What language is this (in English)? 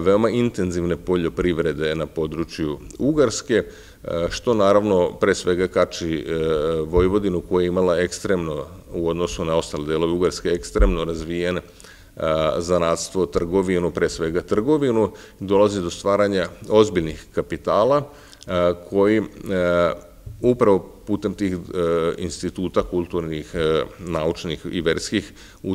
Serbian